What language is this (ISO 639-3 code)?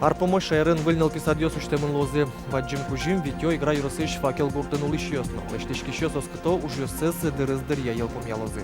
udm